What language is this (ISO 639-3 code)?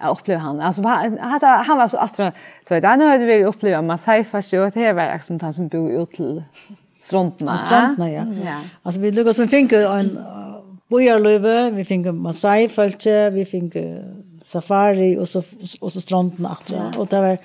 fao